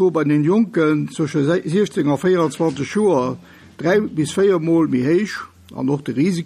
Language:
Luxembourgish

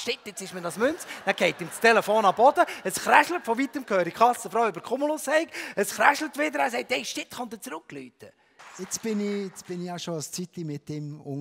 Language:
Swiss German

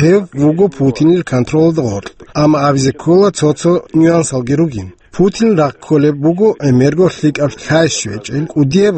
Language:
Avaric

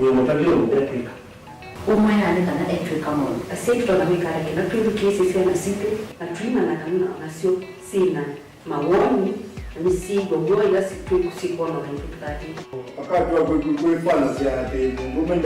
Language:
Kamba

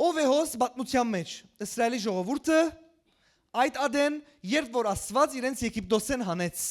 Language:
Western Armenian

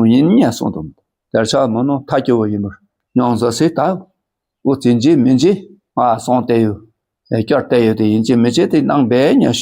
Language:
Dakpakha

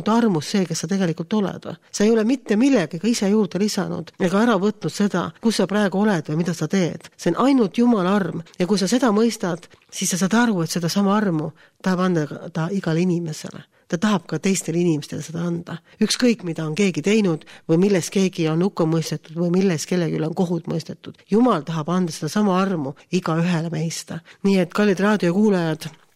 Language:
Estonian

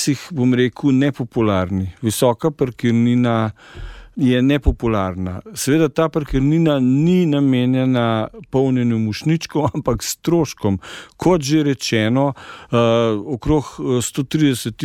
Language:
Slovenian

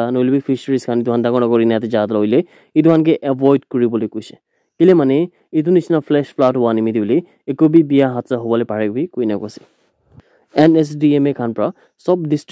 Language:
Naga Pidgin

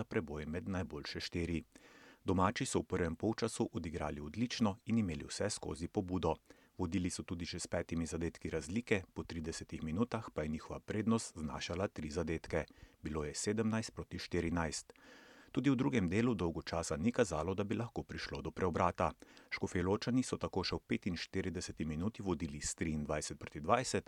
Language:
Slovenian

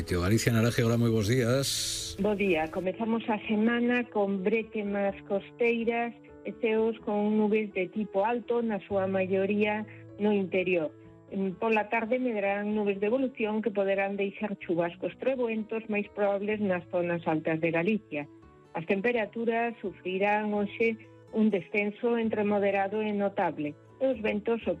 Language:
Galician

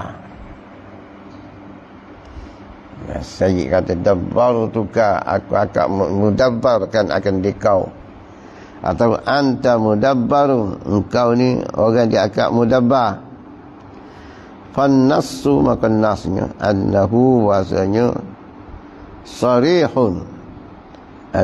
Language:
Malay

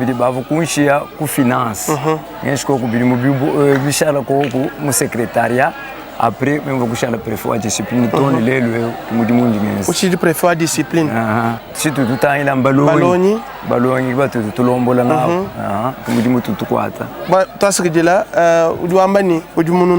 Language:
Luba-Lulua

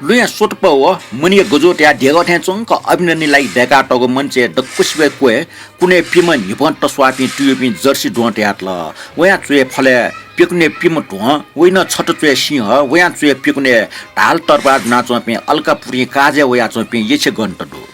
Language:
Newari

